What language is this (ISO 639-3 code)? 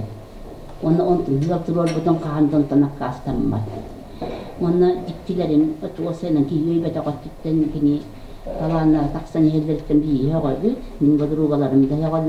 sah